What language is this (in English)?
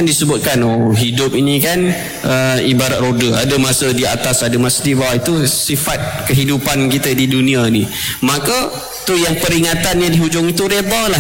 Malay